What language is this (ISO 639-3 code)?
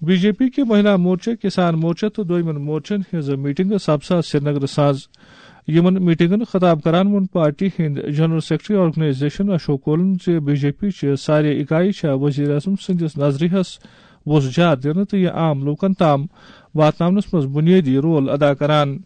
kas